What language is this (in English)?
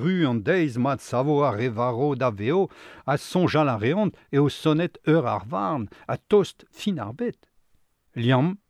Breton